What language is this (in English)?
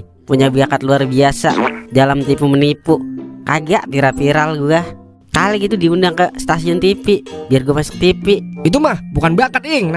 Betawi